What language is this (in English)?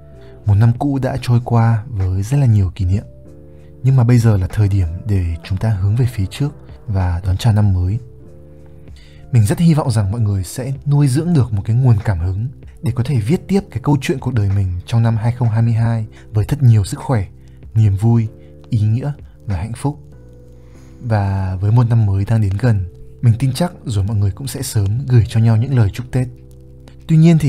Vietnamese